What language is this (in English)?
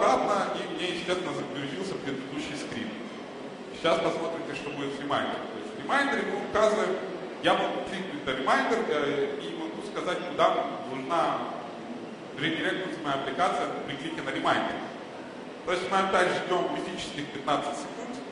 Russian